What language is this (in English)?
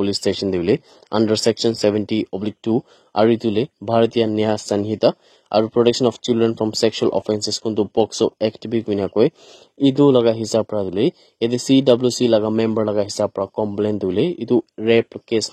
Naga Pidgin